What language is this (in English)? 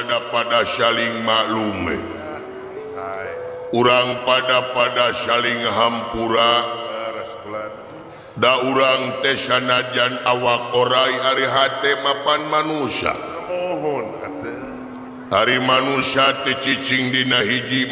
Sundanese